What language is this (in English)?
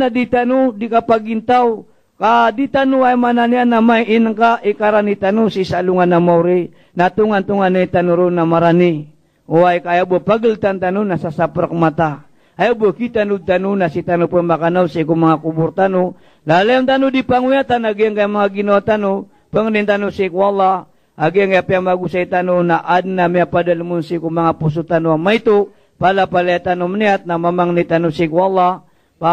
Maranao